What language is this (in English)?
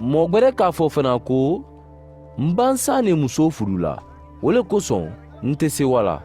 Mandingo